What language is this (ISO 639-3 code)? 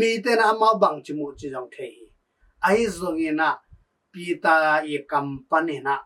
ctd